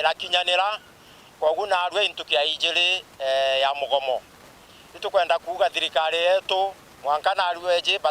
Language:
Meru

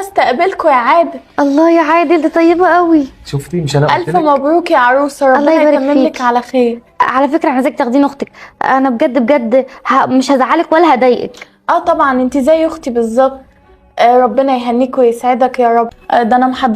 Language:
Egyptian Arabic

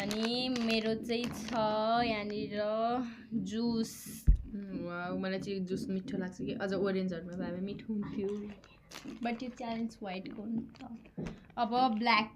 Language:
Nepali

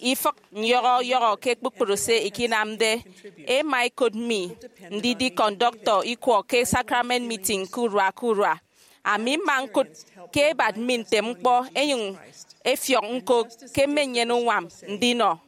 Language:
Efik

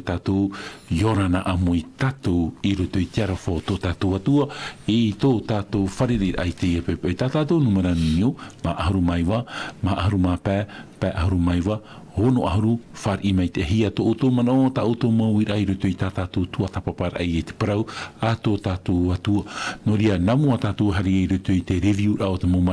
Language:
Tahitian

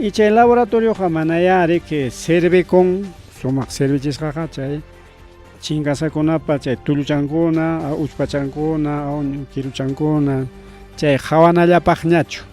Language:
Ayacucho Quechua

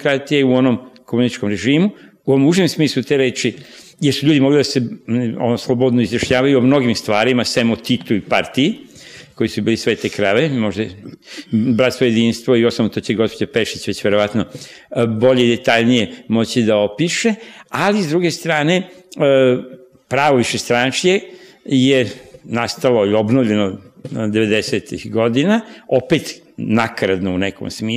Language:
Serbian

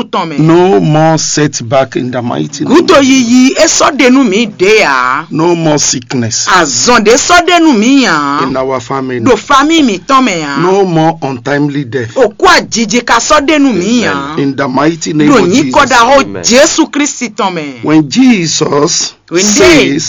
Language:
Fon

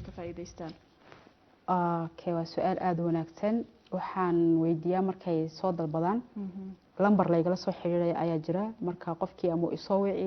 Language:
Somali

